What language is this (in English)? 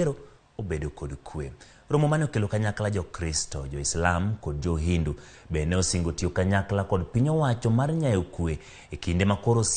Luo (Kenya and Tanzania)